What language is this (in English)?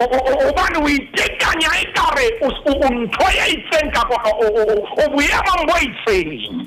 Southern Sotho